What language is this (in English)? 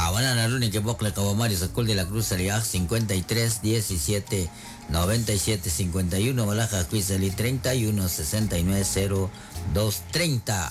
Kekchí